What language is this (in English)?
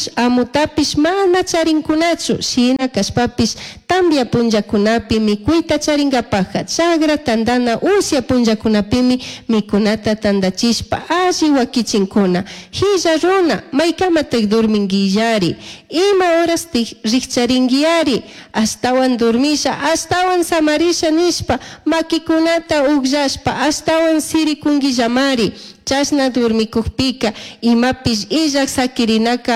Chimborazo Highland Quichua